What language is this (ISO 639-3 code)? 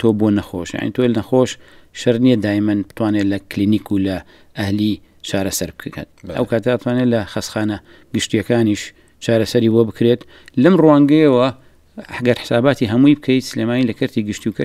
ckb